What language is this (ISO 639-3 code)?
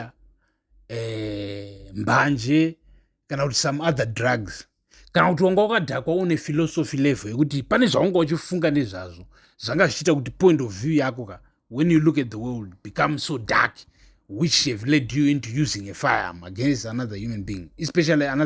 sna